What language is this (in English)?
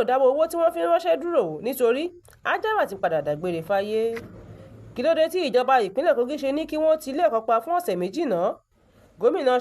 Yoruba